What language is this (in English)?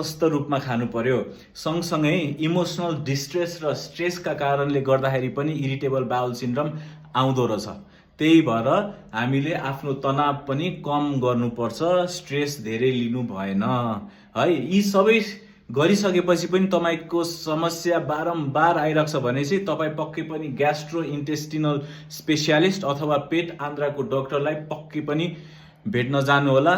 Nepali